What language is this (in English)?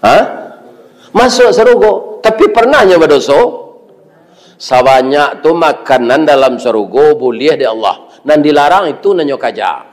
Minangkabau